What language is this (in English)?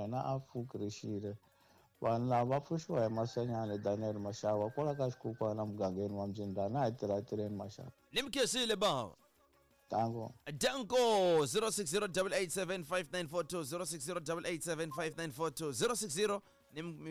Tsonga